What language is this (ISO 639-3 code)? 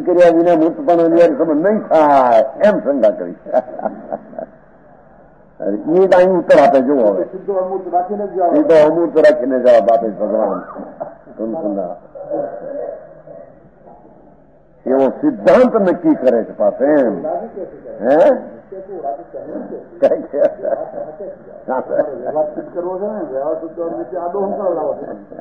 guj